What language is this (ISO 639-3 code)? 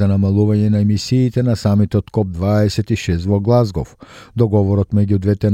mkd